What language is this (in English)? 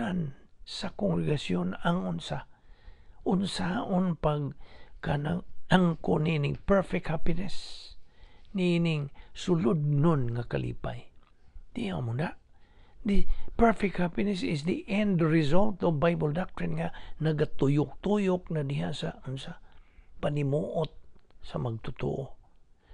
Cebuano